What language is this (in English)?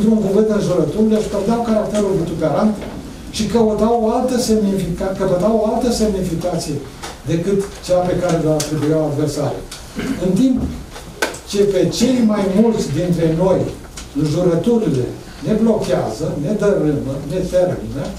Romanian